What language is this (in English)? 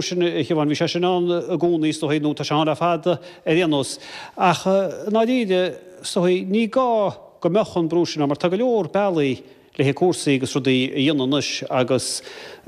Irish